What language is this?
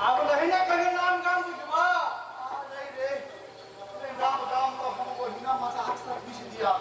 Maithili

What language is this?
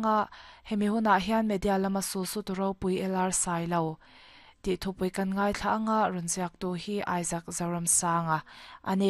Mizo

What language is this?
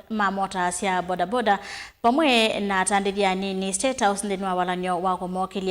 Kamba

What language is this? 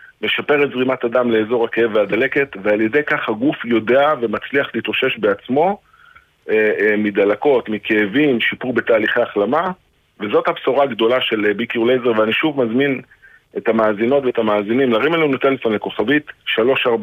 Hebrew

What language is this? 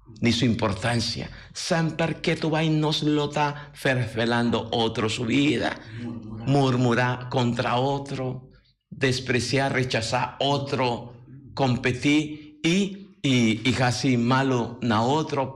Papiamento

